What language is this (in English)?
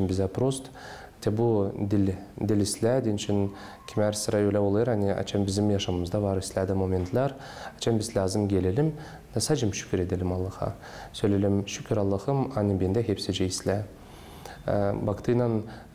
Gagauz